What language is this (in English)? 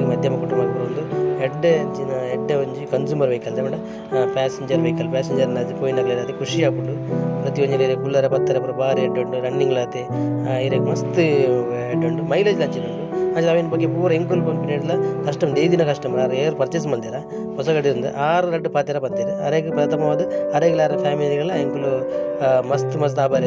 Tulu